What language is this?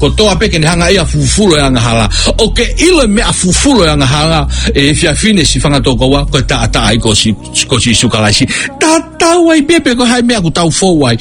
Tongan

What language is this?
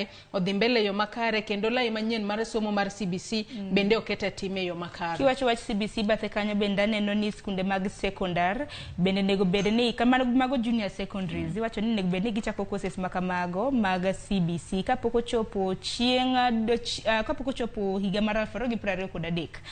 Luo (Kenya and Tanzania)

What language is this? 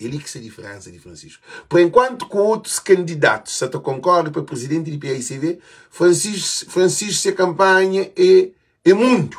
Kabuverdianu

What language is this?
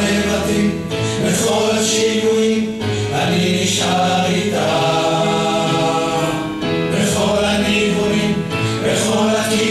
Hebrew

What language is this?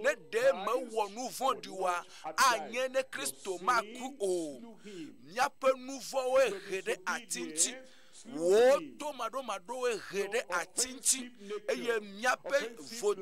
Ewe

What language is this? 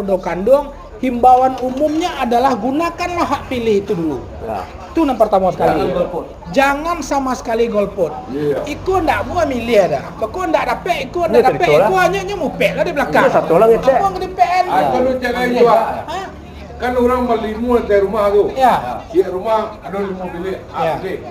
Minangkabau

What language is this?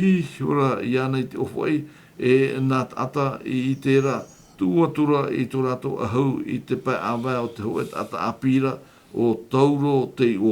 Tahitian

